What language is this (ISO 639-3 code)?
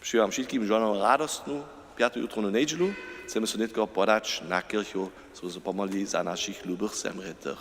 hsb